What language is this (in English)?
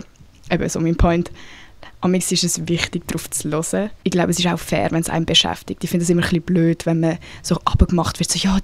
Swiss German